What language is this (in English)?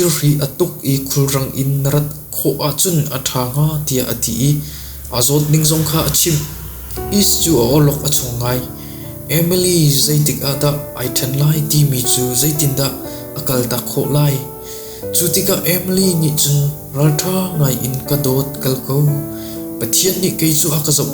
Hakha Chin